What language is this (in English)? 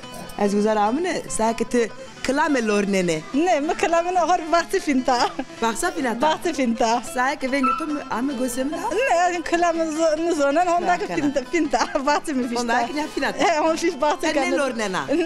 Zaza